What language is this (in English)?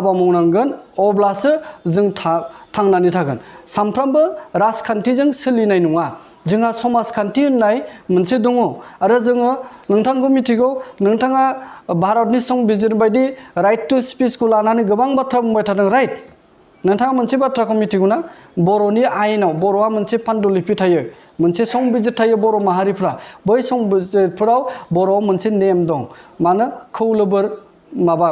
Bodo